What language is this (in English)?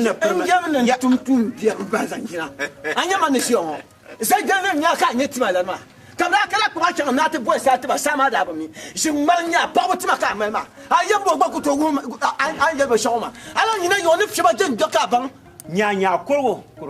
Dagbani